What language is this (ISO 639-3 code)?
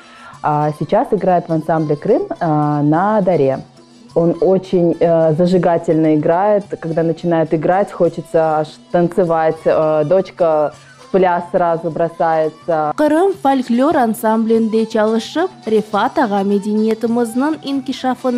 crh